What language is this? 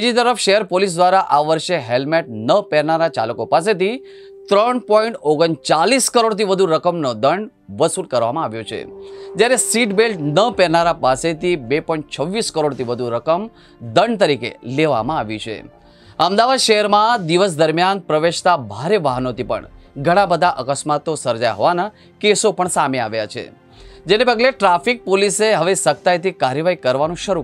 Gujarati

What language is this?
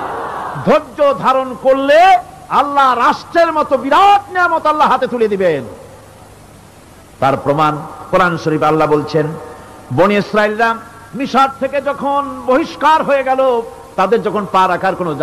Bangla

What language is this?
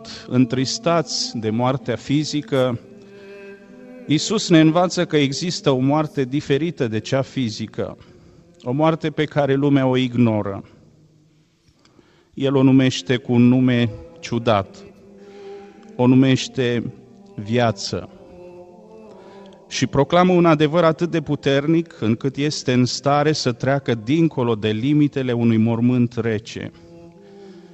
Romanian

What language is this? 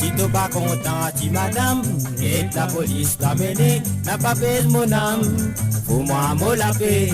Morisyen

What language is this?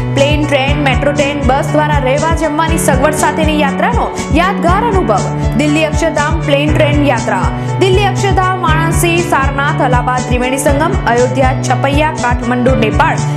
Gujarati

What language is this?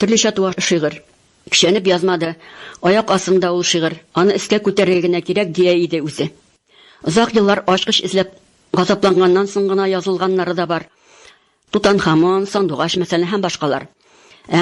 Tatar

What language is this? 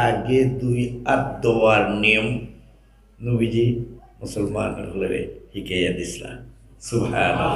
Sylheti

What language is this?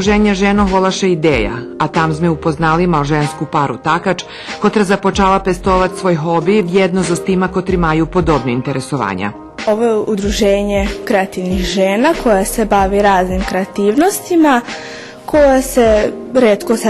Rusyn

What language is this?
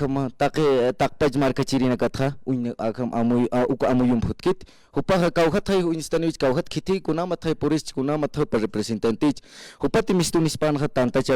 Aymara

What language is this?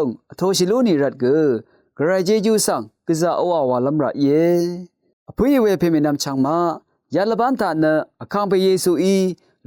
Rawang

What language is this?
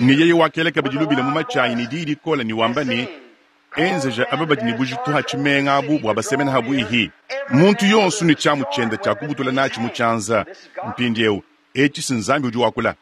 Luba-Lulua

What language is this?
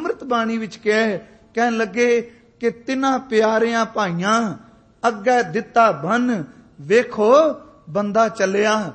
Punjabi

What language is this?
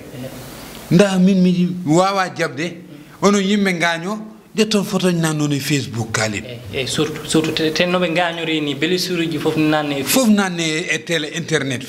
Fula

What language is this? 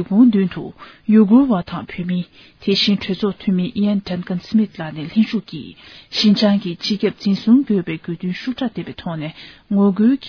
Tibetan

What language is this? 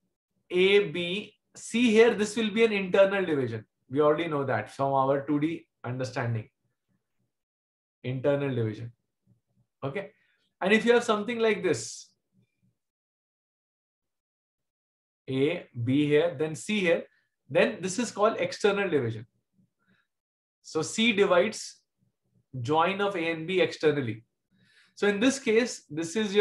English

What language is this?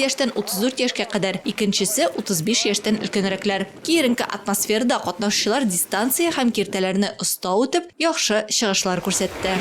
Tatar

